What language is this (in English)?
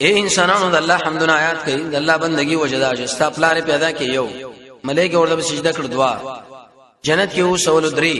Pashto